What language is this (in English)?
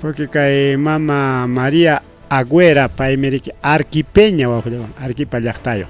Ayacucho Quechua